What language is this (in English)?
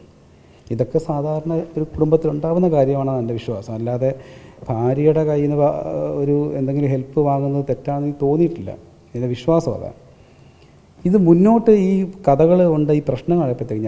Malayalam